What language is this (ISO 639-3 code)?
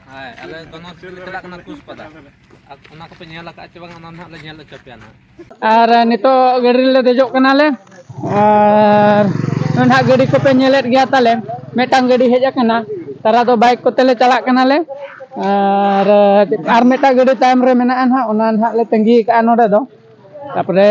sat